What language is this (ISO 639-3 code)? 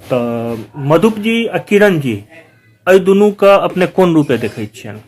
mai